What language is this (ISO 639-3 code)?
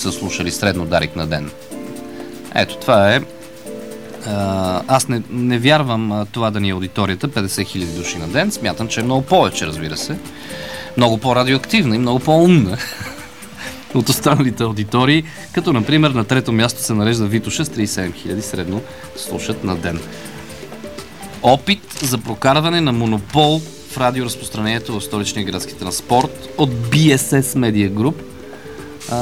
bul